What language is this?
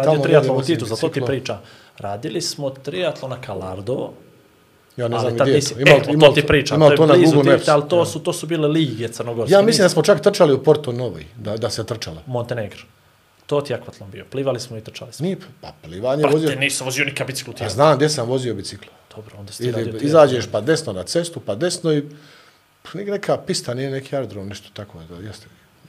Bosnian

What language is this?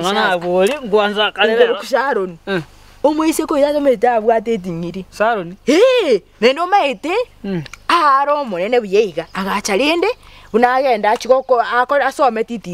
Gusii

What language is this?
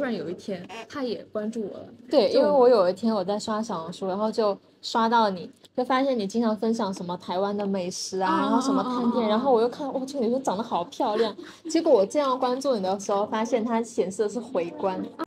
Chinese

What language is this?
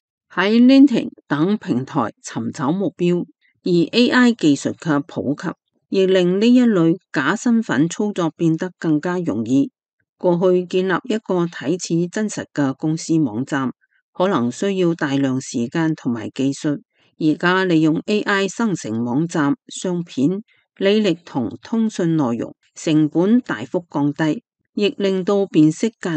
Cantonese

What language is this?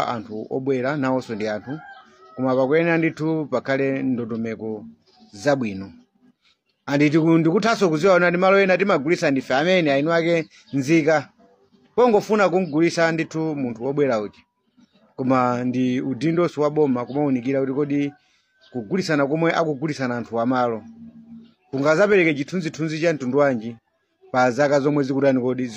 Nyanja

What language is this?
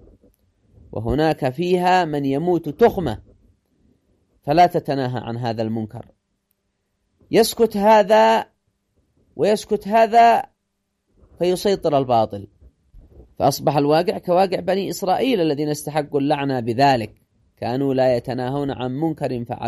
Arabic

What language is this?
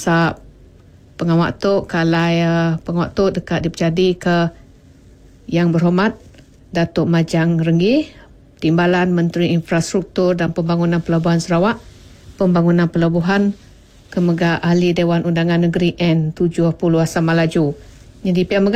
Iban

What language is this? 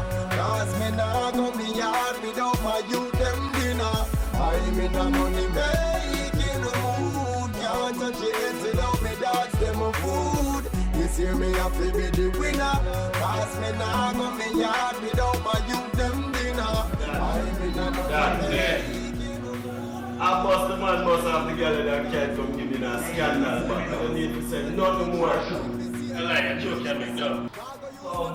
Jamaican Creole English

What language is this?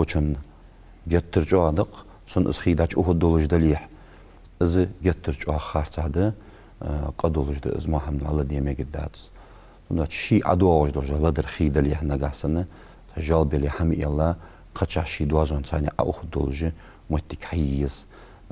Ingush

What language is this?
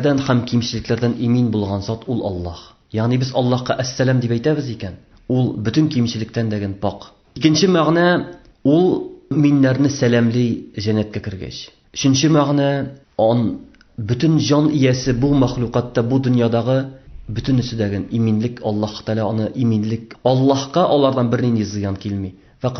Tatar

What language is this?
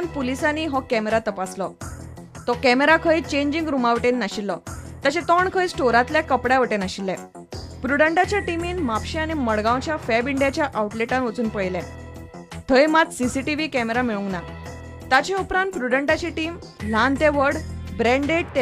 Konkani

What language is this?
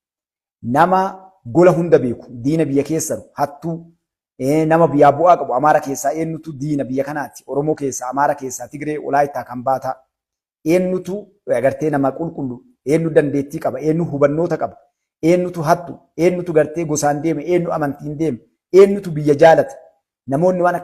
Oromo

